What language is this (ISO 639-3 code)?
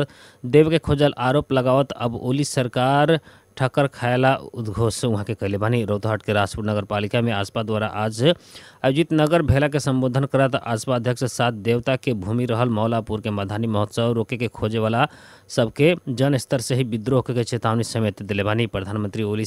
bho